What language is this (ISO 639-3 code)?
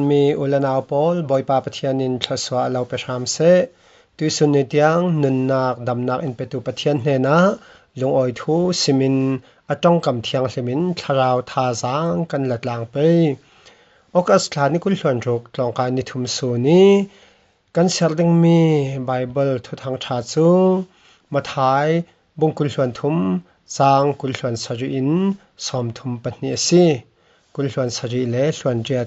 cfm